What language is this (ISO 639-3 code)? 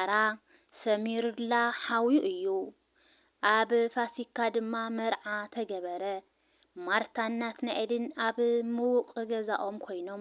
tir